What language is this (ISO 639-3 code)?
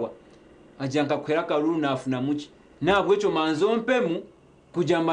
nyn